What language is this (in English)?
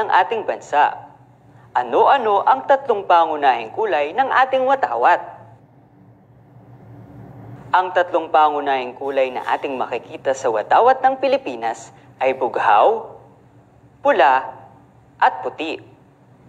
Filipino